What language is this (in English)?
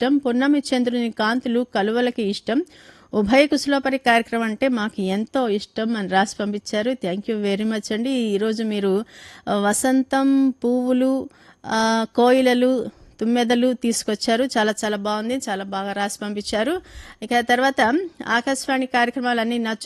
Telugu